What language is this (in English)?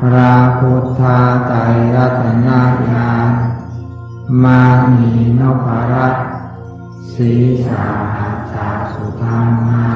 Pali